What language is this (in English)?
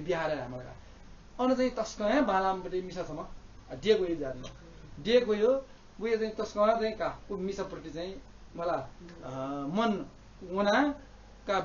Newari